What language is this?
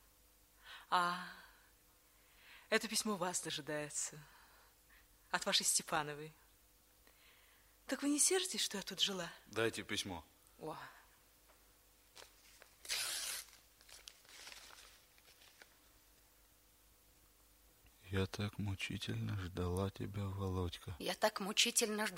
Russian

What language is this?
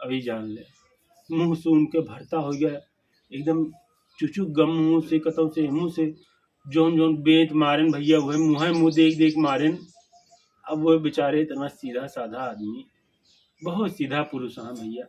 Awadhi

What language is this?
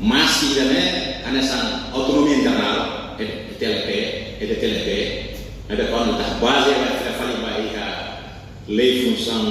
Tetum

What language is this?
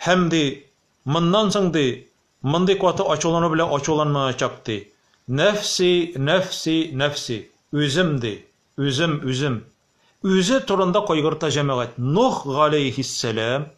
Tatar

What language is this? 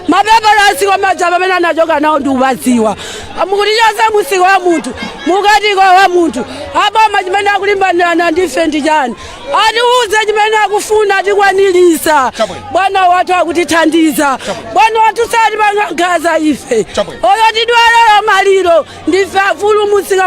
Nyanja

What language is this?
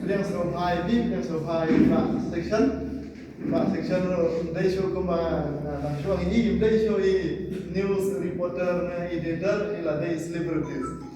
Khasi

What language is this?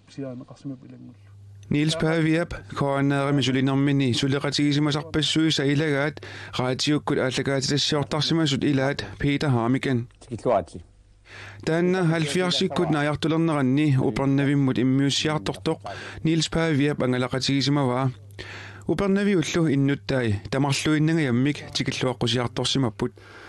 Kalaallisut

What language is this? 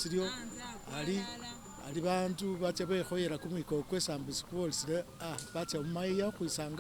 Masaaba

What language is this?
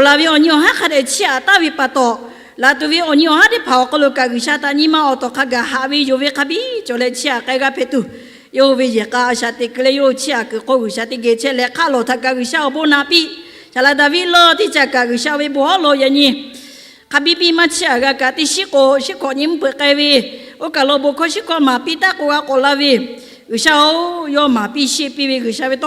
Lahu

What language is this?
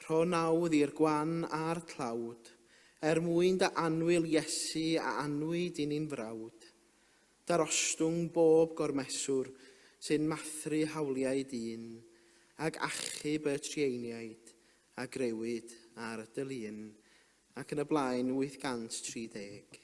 Welsh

